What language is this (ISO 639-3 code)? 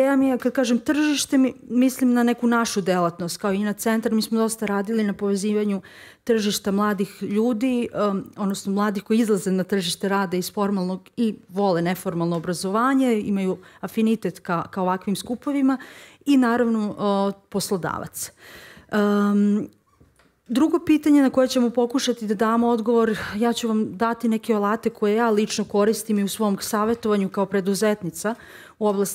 srp